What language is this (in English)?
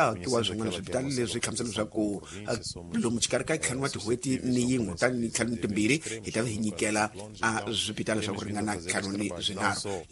Tsonga